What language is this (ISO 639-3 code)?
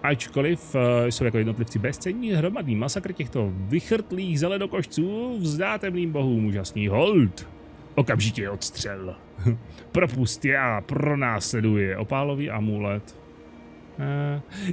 ces